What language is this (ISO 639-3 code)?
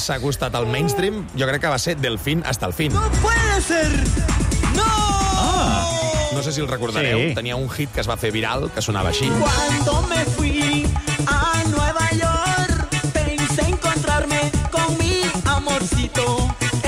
cat